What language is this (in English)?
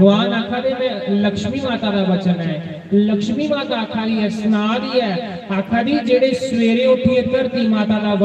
Dogri